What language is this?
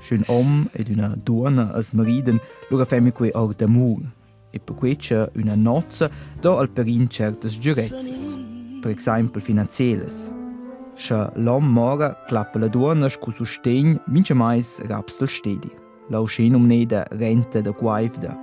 Romansh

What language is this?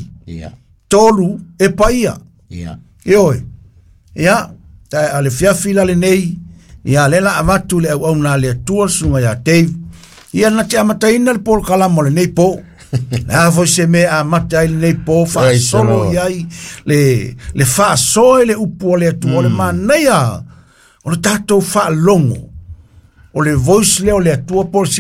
Samoan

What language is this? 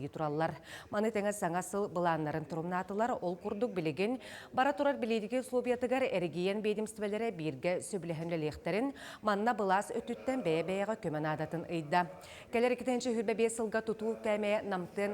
Yakut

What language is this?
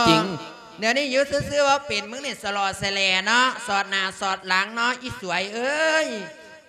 Lao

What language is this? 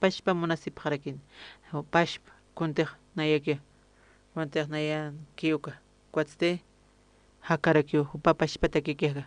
Aymara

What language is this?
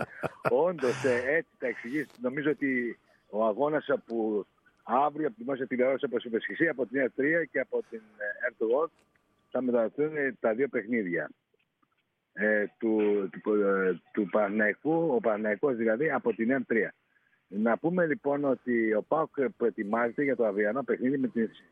Greek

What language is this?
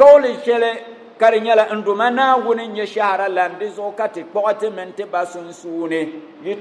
Dagbani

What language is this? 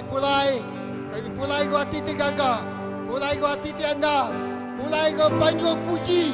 Iban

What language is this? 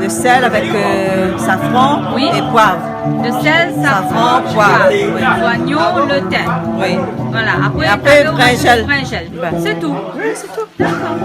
Réunion Creole French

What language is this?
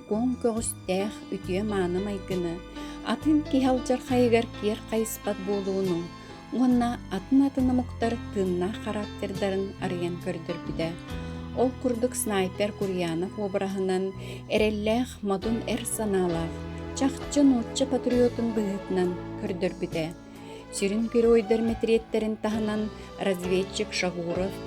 Yakut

